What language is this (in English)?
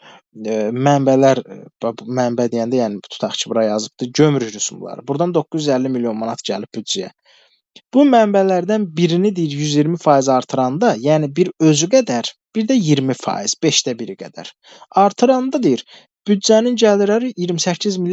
Azerbaijani